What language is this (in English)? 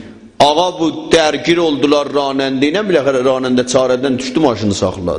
South Azerbaijani